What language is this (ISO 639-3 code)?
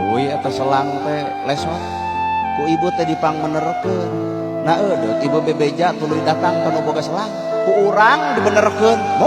sun